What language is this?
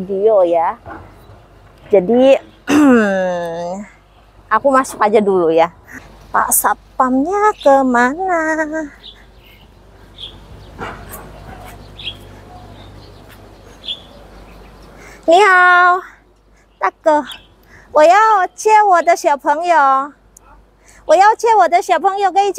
Indonesian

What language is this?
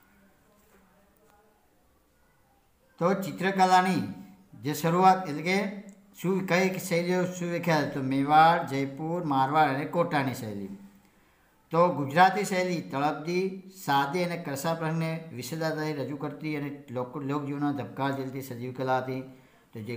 Gujarati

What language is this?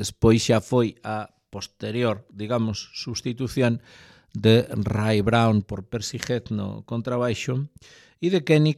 Galician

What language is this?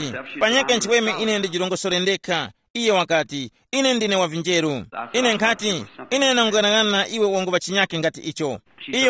Tumbuka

